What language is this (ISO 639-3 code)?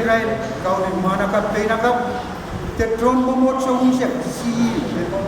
pon